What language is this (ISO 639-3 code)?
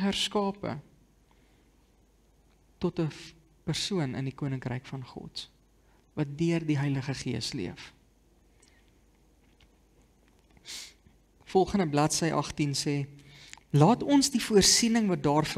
afr